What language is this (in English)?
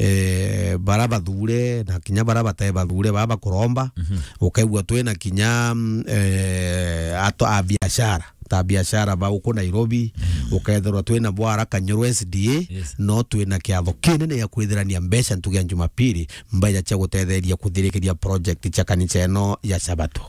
Meru